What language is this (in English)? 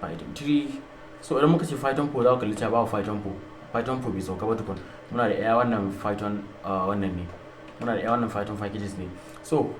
Hausa